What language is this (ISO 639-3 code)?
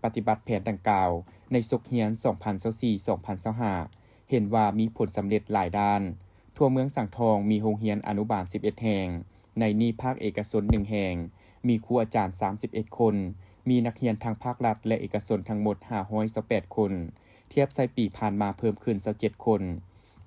lao